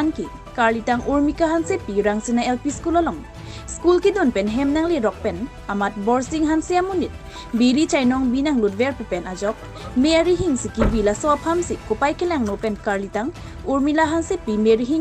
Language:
Karbi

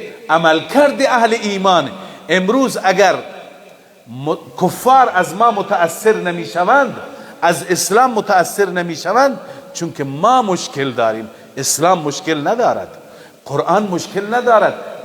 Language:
Persian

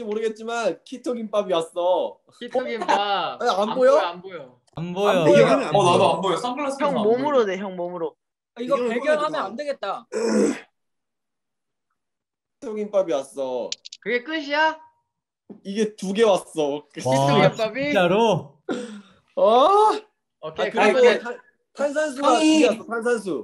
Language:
Korean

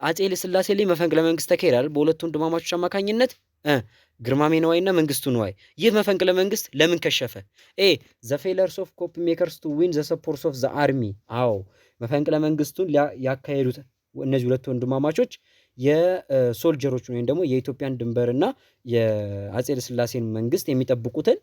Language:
Amharic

